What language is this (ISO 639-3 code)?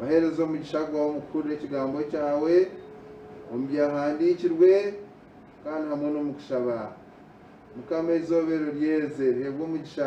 nyn